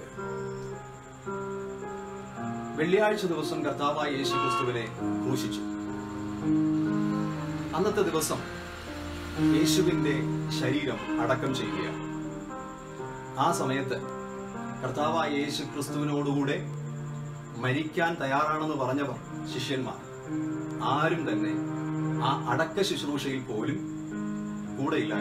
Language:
Malayalam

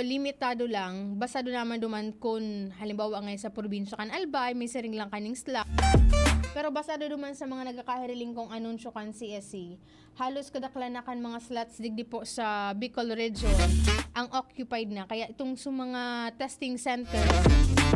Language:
Bikol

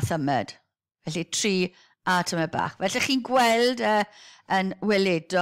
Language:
Welsh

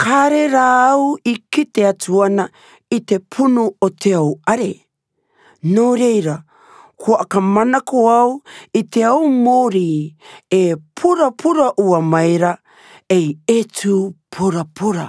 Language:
Rarotongan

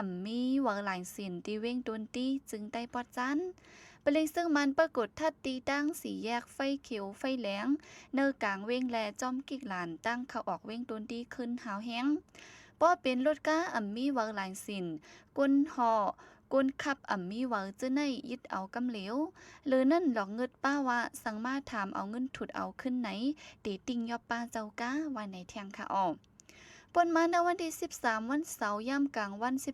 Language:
Shan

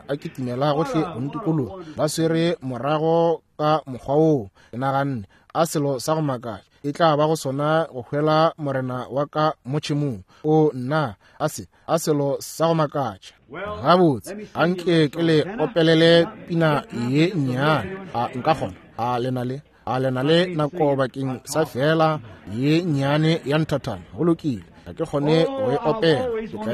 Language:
Northern Sotho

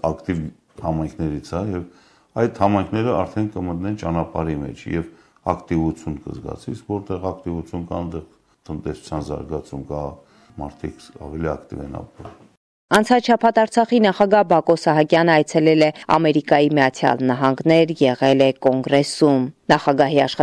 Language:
Armenian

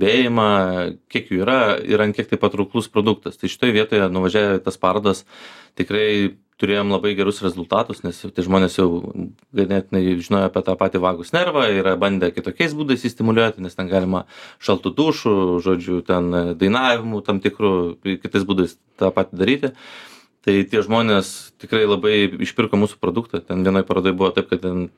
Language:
Lithuanian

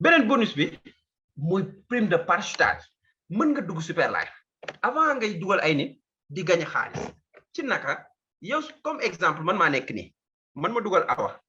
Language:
Wolof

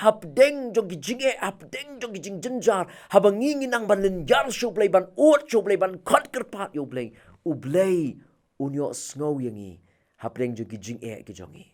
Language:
Khasi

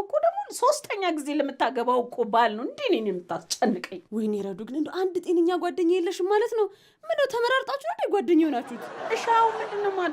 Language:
Amharic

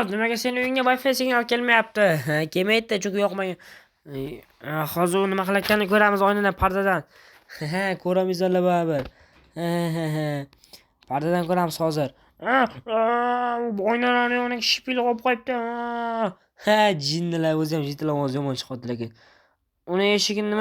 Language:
Uzbek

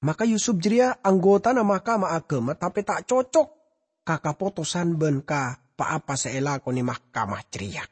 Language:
Madurese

